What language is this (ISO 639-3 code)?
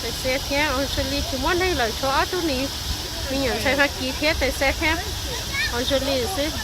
hmn